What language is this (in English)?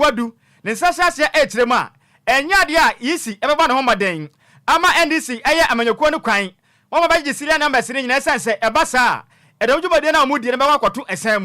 Akan